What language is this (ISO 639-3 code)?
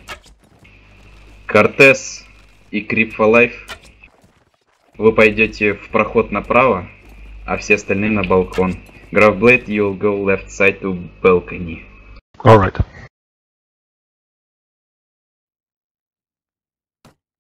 rus